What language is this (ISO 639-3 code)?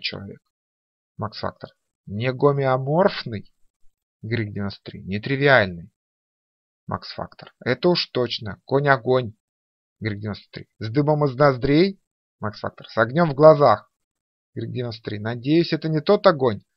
rus